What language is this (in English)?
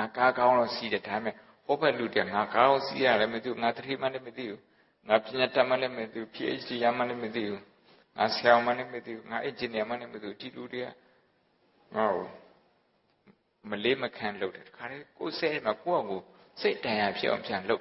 Burmese